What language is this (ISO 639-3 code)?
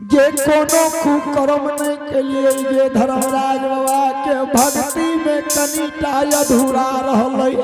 anp